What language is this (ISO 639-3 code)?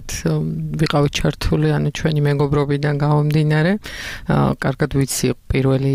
kat